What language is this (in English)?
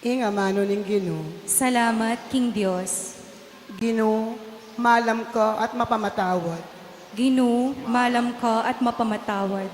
Pampanga